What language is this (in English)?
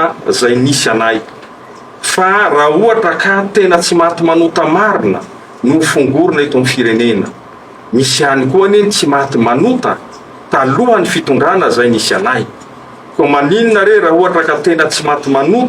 Malagasy